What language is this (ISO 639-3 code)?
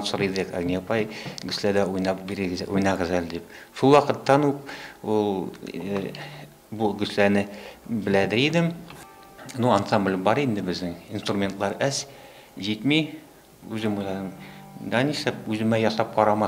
tat